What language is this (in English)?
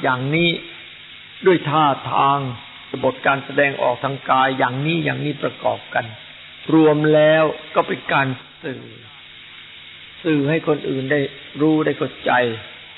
Thai